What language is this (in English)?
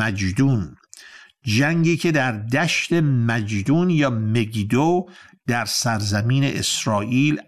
Persian